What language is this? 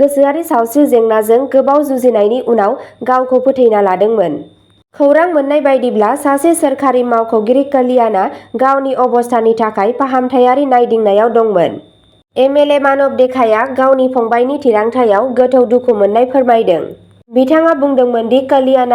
Bodo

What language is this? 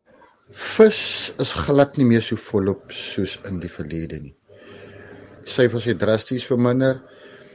Afrikaans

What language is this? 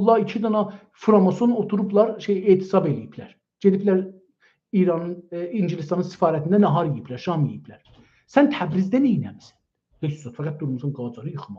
South Azerbaijani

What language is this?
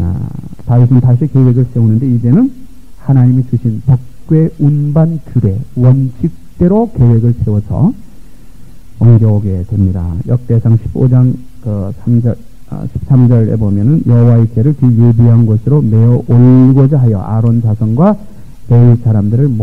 Korean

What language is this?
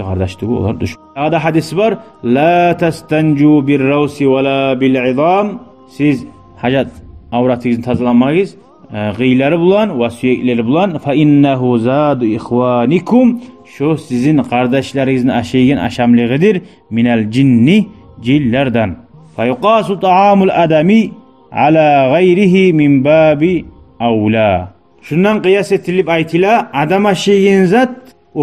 Kumyk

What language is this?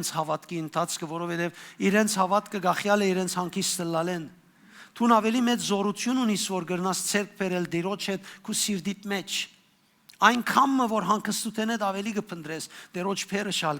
Western Armenian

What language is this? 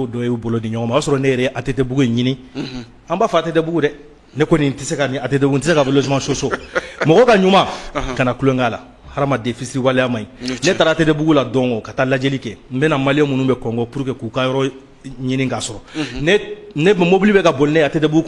Bambara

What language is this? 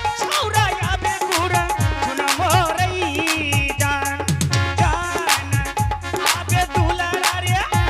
Angika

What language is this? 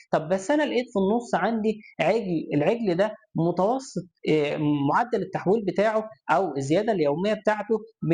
Egyptian Arabic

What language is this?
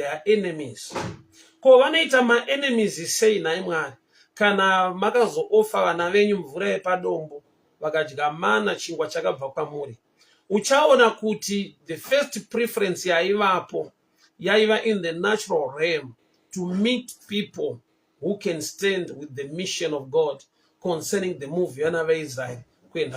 Shona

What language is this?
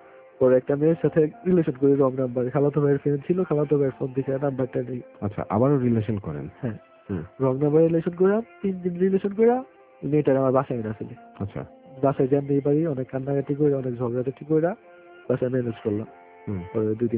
Bangla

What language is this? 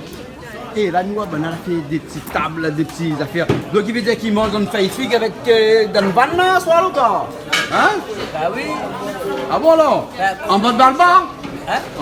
Réunion Creole French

